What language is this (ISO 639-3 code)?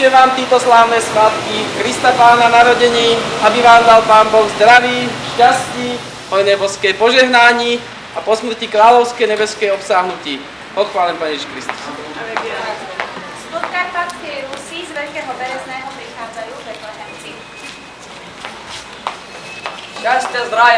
slk